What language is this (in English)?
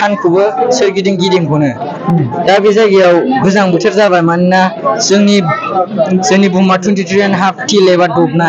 Bodo